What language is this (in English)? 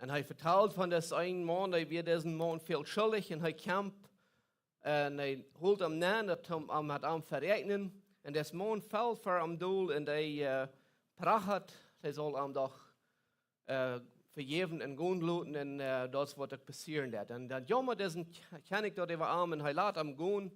Plautdietsch